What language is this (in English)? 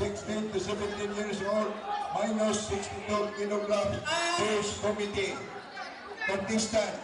Cebuano